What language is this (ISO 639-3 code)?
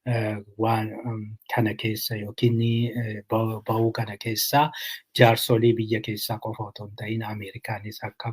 orm